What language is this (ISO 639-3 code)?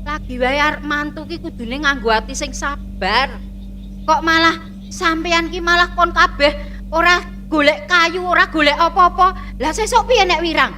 jav